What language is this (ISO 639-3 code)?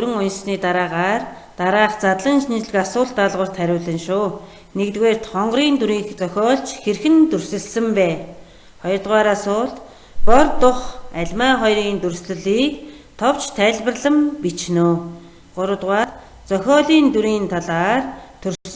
mon